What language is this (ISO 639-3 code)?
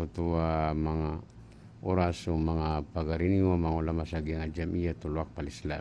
mrw